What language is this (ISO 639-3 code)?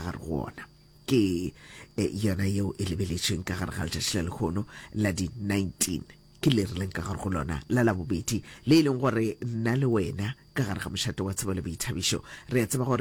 nso